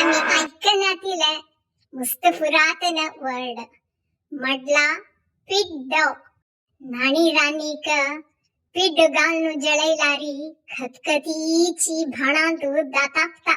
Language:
Konkani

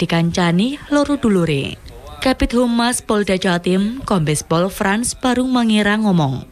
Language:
Javanese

